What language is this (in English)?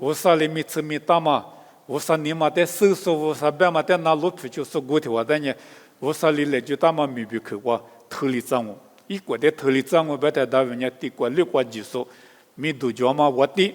Lisu